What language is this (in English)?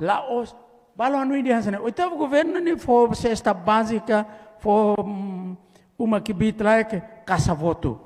Tetum